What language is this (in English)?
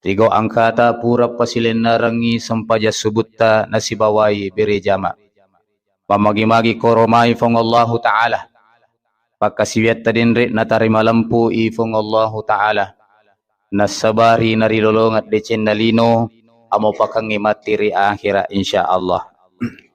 Buginese